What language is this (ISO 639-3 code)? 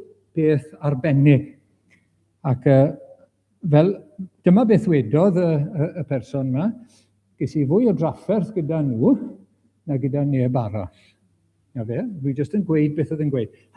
cym